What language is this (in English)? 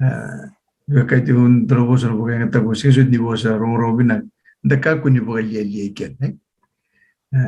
Fijian